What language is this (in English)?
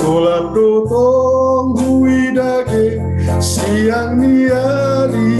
Batak Simalungun